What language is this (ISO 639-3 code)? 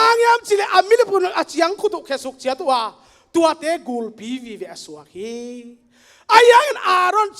ctd